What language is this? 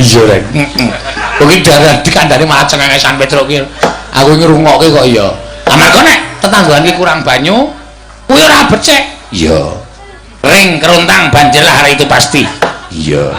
Javanese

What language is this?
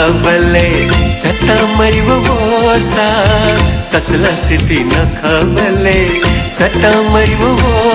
Newari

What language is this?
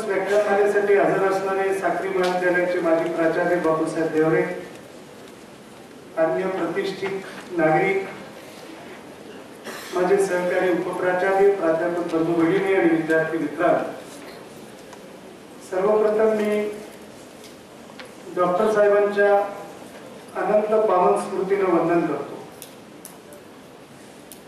Marathi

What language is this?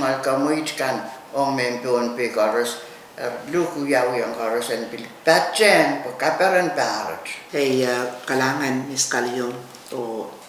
Pohnpeian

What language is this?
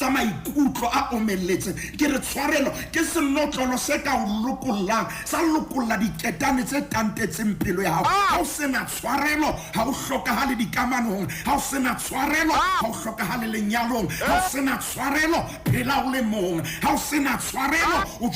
Southern Sotho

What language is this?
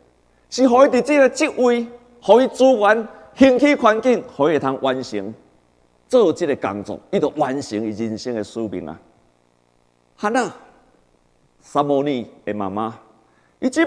Min Nan Chinese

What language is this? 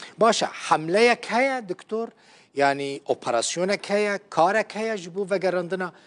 Kurdish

